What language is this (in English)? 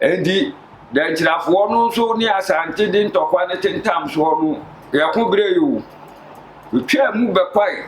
Akan